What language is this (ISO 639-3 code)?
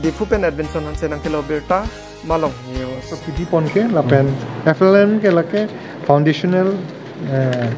mjw